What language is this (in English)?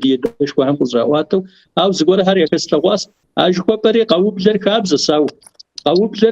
Kabardian